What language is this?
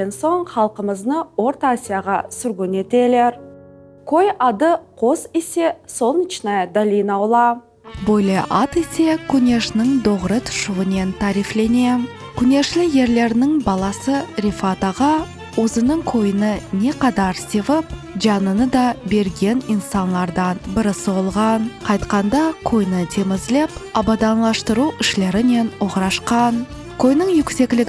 Crimean Tatar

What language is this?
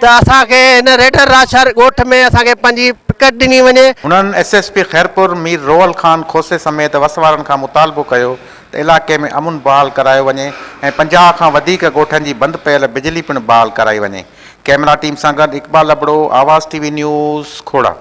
Sindhi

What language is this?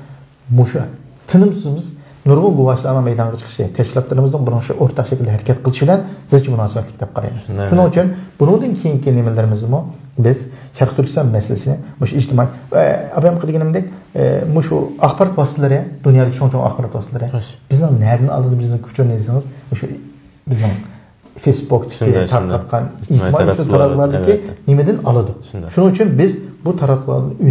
Uyghur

